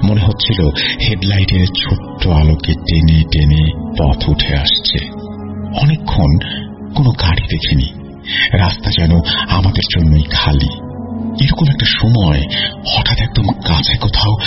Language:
Bangla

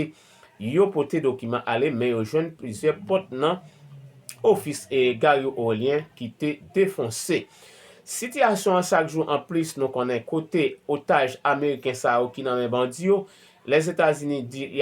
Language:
Haitian Creole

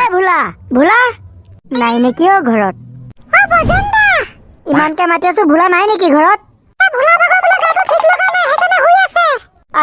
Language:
Assamese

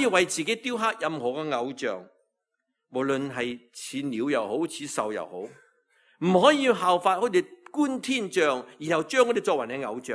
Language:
Cantonese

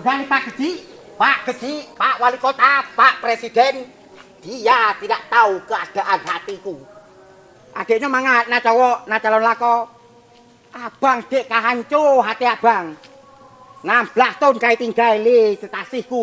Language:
Achinese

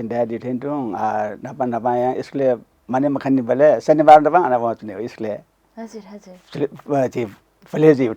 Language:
Newari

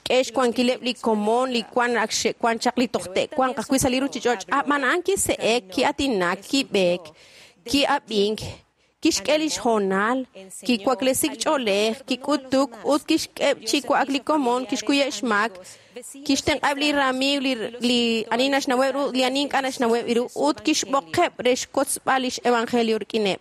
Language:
Kekchí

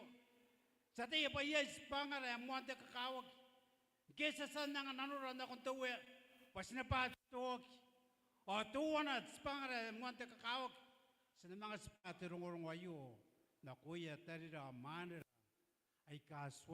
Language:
Gilbertese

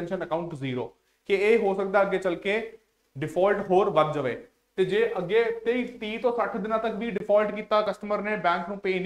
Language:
Punjabi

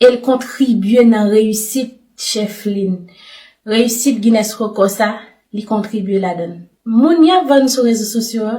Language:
Haitian Creole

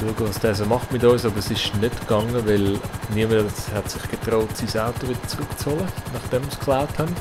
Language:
Swiss German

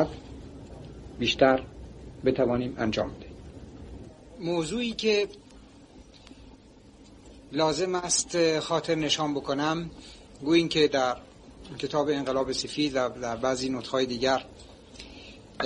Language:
Persian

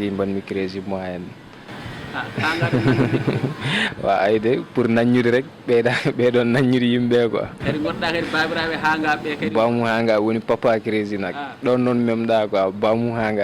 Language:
Fula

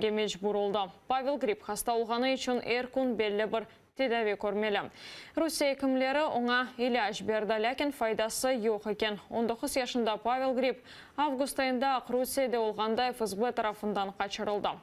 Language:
Crimean Tatar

